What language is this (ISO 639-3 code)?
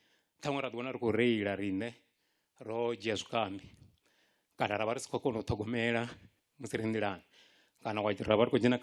ven